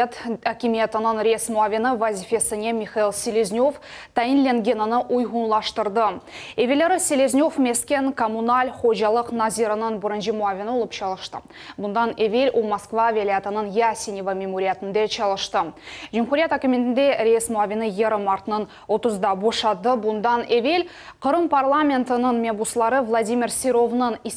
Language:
Crimean Tatar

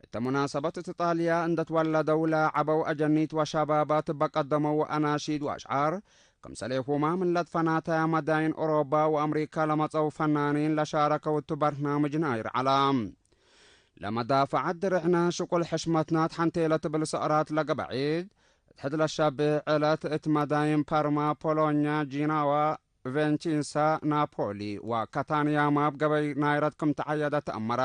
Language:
Tigre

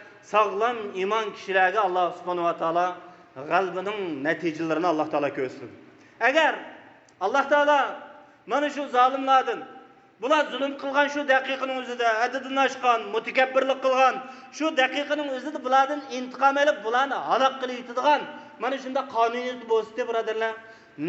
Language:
Uyghur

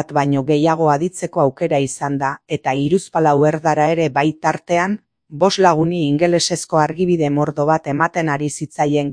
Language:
Basque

